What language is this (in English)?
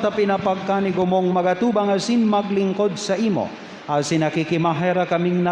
Bikol